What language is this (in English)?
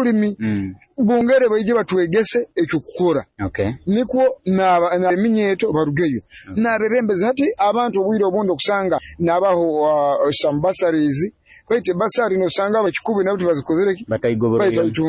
Nyoro